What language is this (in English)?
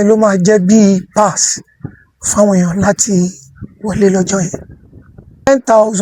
Yoruba